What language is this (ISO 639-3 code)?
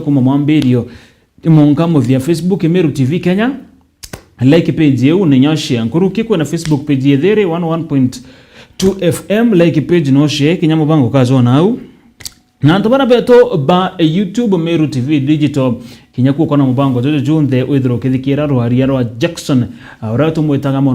mer